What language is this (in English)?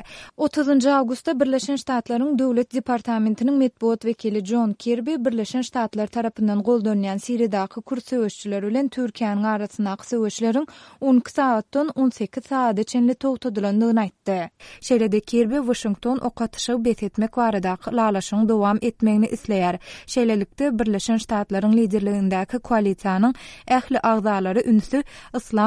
Turkmen